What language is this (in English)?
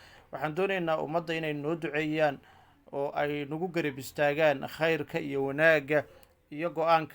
Somali